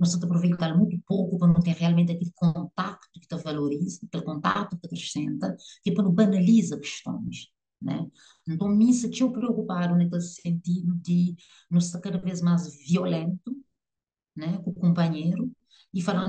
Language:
Kabuverdianu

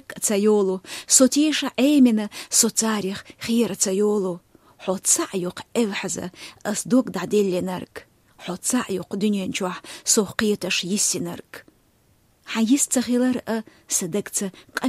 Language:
Chechen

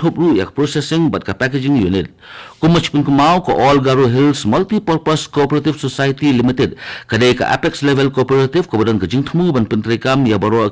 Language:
Khasi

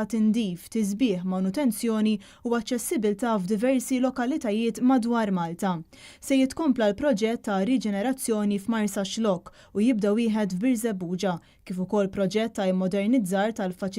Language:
Maltese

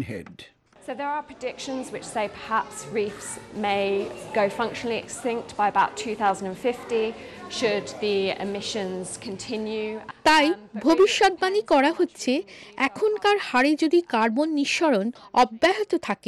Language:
Bangla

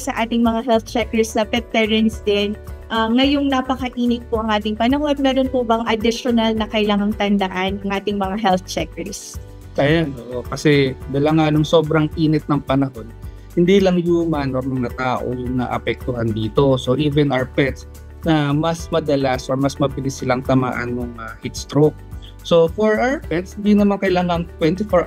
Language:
Filipino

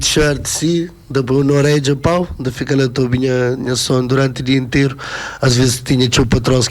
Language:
Kabuverdianu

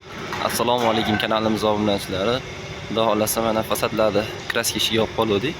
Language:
Uzbek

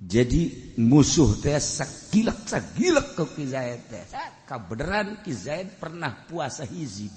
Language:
Sundanese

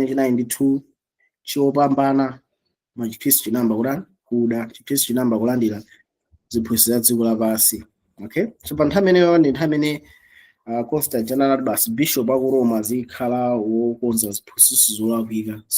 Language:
Nyanja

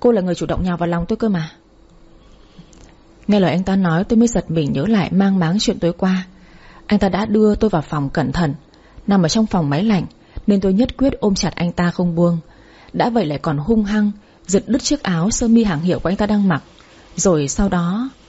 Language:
Vietnamese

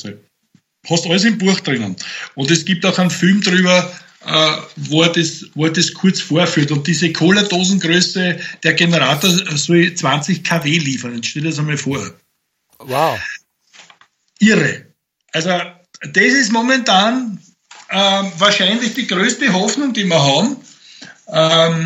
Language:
German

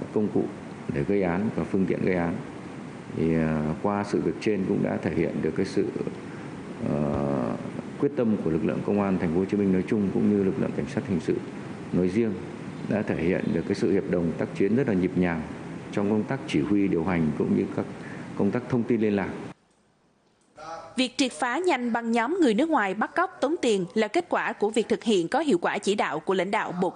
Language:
Vietnamese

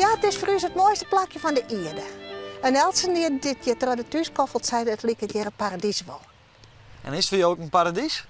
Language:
Western Frisian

